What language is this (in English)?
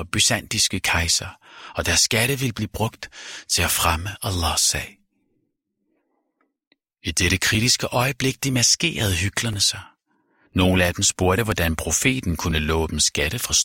Danish